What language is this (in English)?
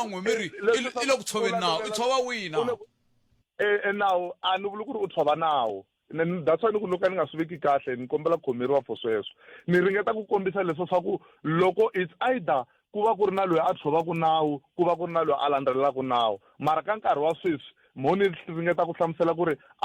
Tsonga